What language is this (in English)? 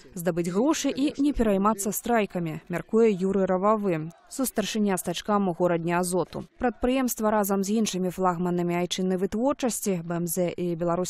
Belarusian